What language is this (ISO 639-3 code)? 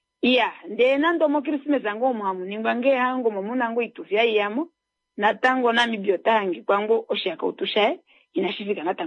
kua